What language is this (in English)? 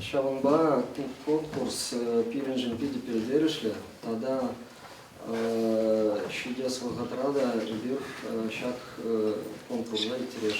Chuvash